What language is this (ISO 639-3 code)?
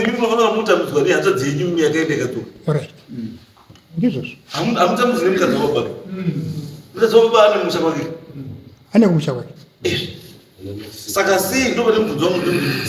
sna